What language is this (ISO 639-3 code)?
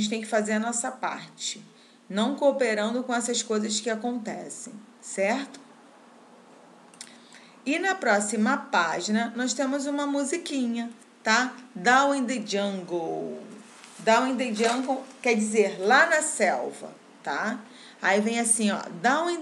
por